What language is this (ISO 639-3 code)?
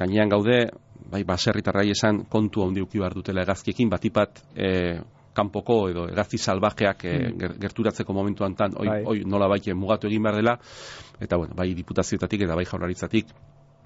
eus